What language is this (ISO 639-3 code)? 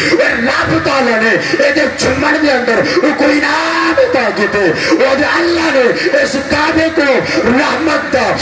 skr